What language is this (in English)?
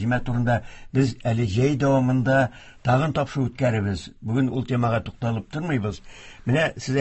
Tatar